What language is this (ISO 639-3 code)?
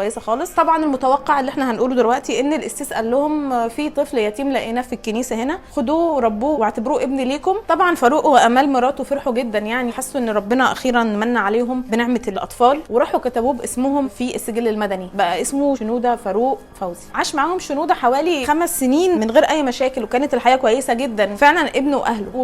arz